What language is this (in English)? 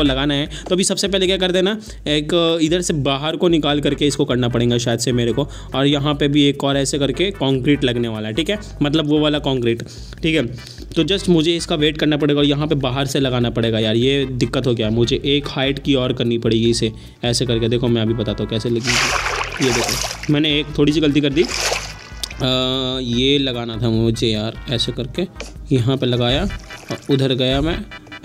Hindi